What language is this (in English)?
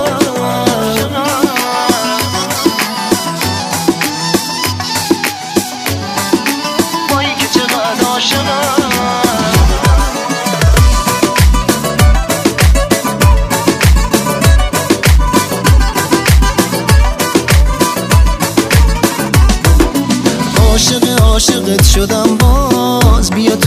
Persian